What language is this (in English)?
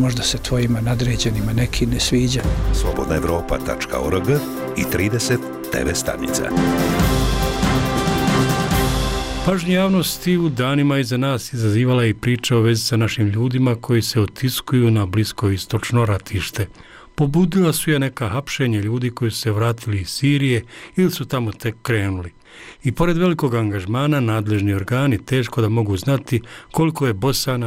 Bosnian